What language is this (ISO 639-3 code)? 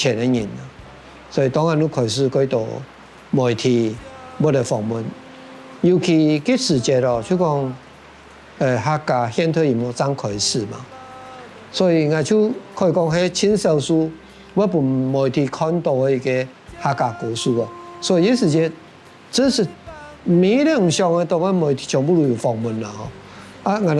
hak